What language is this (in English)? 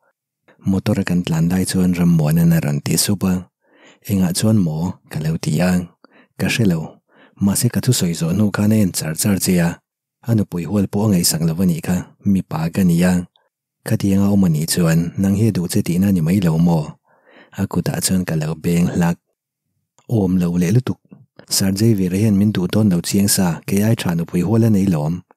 Mizo